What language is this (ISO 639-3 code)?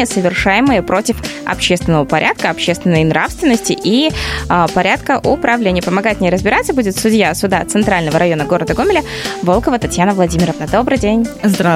rus